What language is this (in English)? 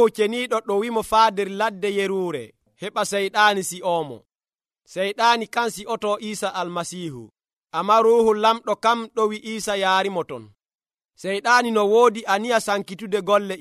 Nigerian Fulfulde